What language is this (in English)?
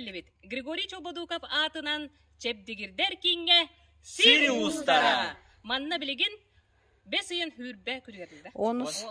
Yakut